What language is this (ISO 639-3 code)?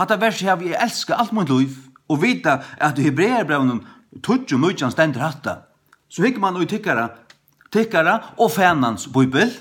fao